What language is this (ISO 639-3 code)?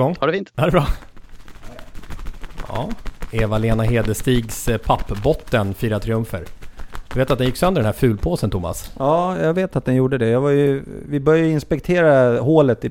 swe